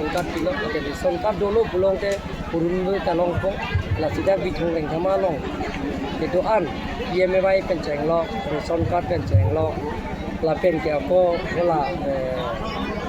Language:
Karbi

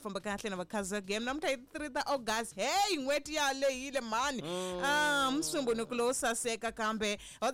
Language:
Tsonga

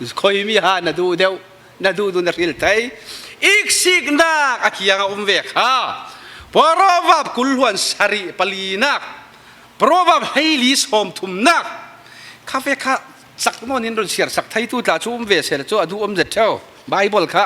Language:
Falam Chin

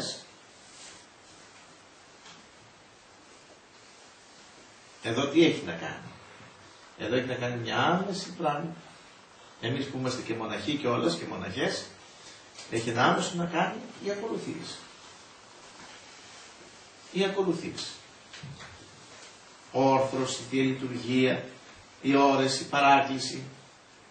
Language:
Greek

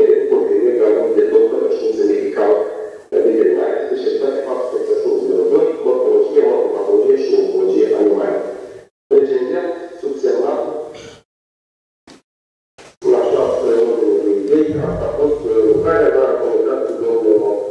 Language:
Romanian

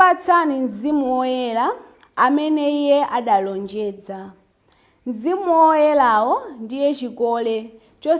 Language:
Nyanja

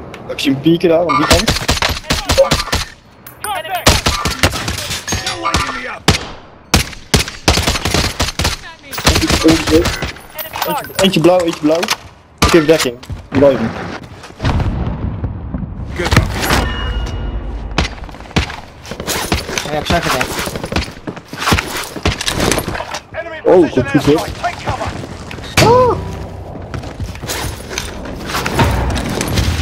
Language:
Dutch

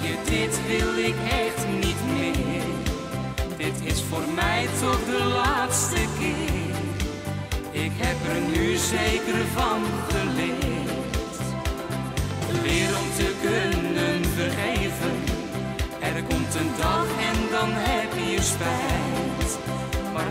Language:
Dutch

